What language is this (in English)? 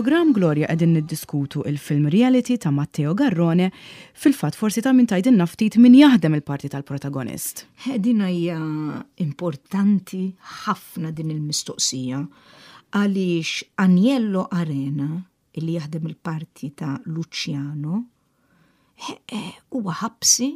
Maltese